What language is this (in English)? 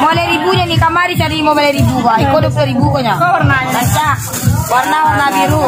Minangkabau